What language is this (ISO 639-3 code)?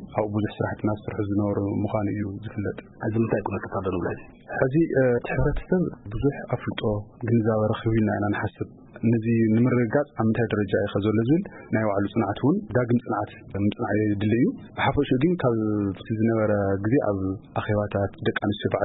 tir